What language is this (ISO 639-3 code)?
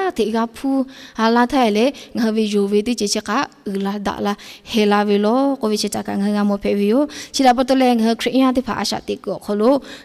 lhu